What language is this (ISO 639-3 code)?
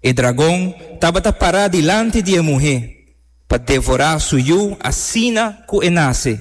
pap